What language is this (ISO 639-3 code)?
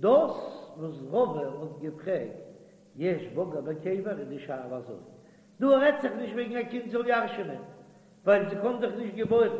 yid